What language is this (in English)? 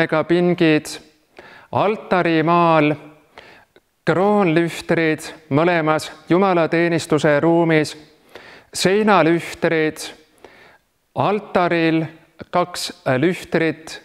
Estonian